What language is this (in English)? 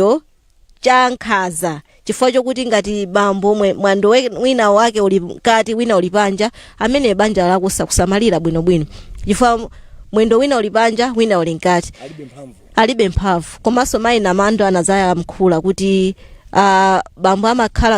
Nyanja